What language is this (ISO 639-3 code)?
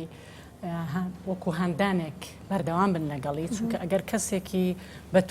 ckb